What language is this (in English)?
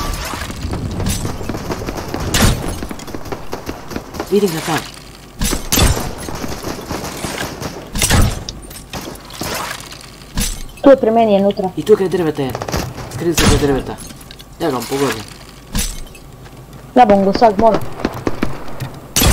Croatian